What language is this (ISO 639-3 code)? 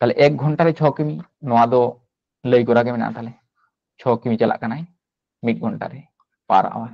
sat